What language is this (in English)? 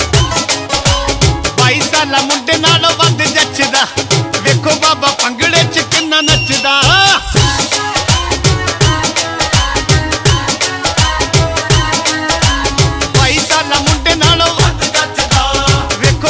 Punjabi